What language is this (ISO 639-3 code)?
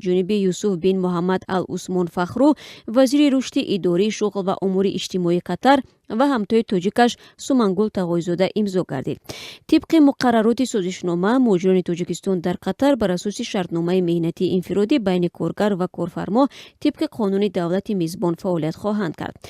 tgk